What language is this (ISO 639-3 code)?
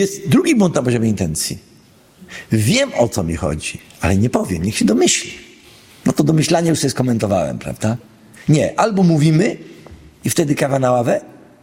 pol